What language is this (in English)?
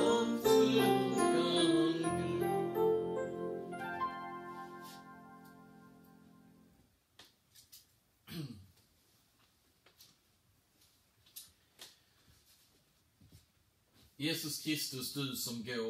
Swedish